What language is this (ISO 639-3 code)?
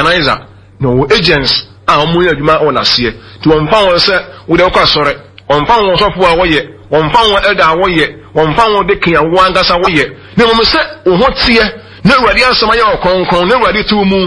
aka